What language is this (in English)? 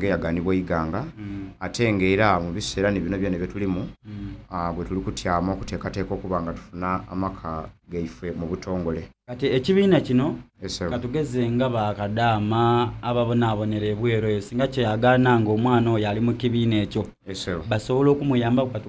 Soga